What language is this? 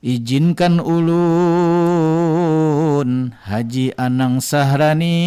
Banjar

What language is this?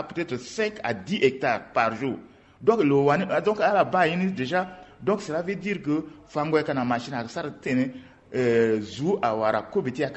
Sango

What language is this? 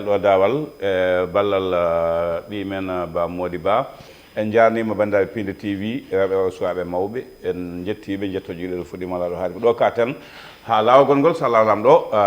Fula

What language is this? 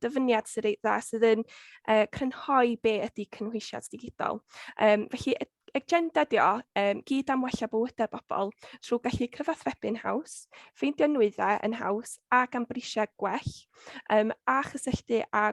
Welsh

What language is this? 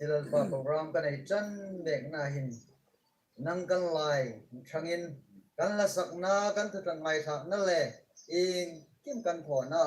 Hmar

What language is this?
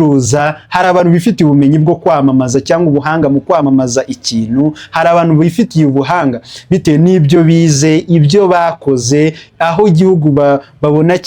Kinyarwanda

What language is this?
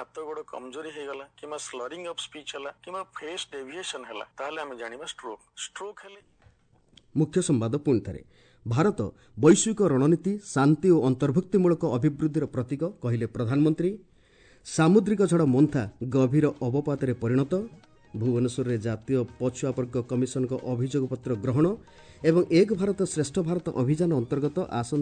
Odia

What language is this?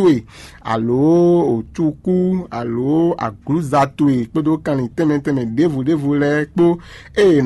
Fon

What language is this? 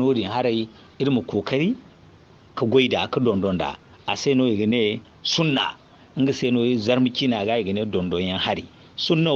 Zarma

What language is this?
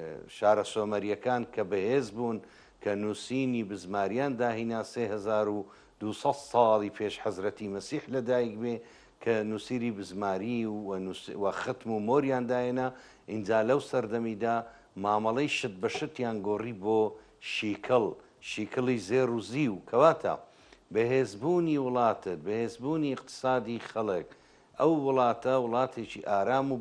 Central Kurdish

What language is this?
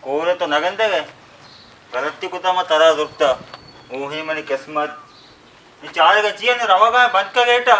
Baluchi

